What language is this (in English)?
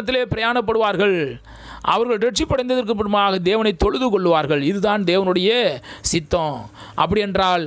Tamil